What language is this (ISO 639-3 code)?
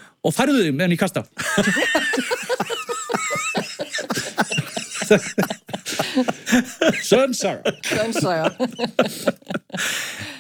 isl